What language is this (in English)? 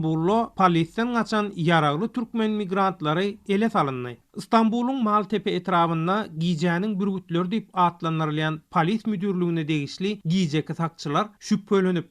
Turkmen